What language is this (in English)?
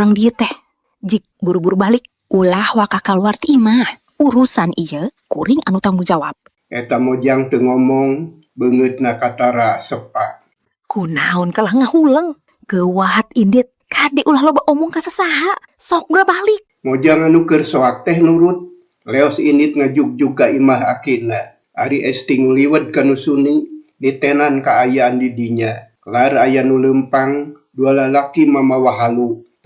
Sundanese